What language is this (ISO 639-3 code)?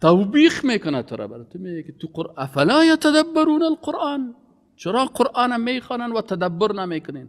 fas